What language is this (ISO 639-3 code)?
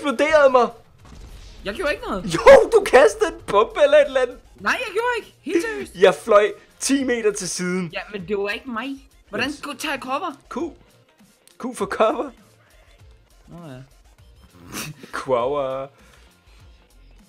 dan